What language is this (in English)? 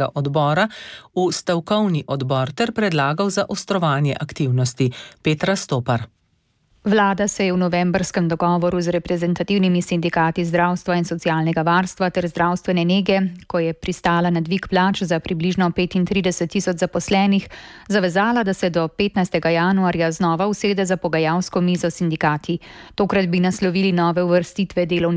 Slovenian